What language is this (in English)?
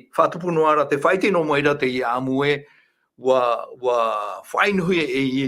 Tahitian